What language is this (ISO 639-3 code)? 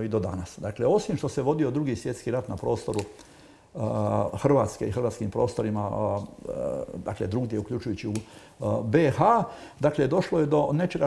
hrv